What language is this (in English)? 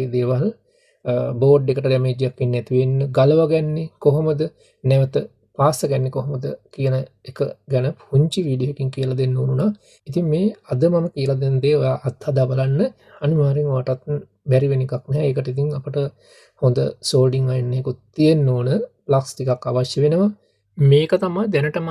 Sinhala